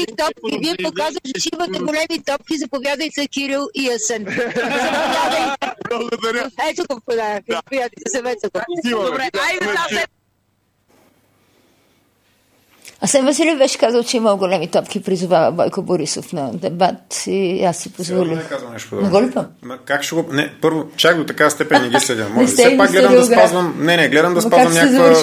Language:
Bulgarian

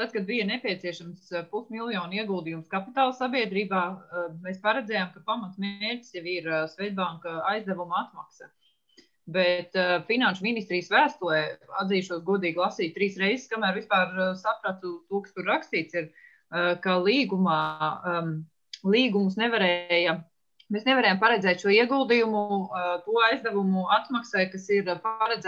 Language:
Latvian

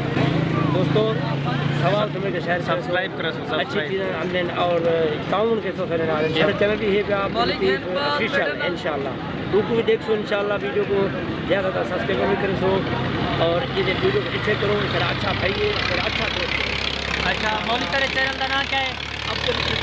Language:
Saraiki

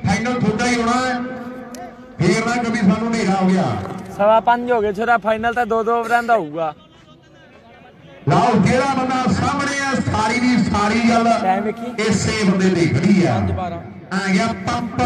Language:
Punjabi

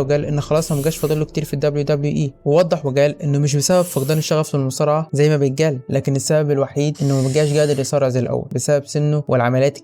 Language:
Egyptian Arabic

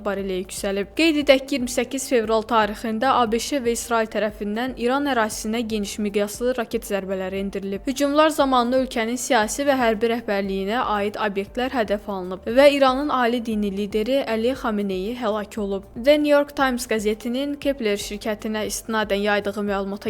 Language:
Azerbaijani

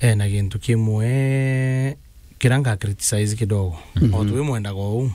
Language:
Meru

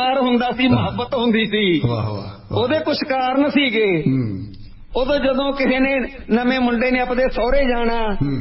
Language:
Punjabi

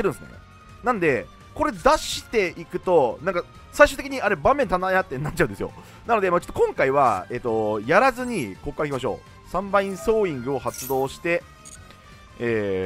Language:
Japanese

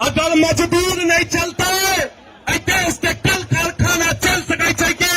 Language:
Maithili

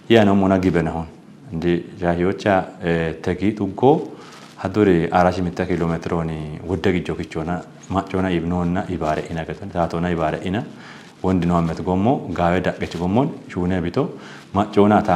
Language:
Kafa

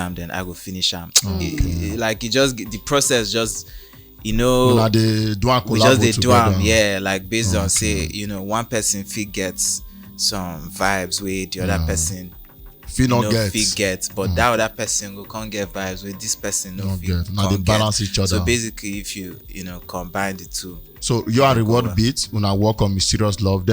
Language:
Nigerian Pidgin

